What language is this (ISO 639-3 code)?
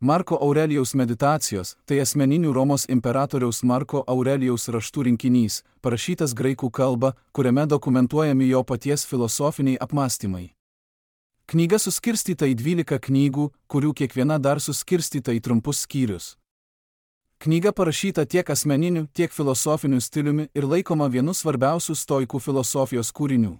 lit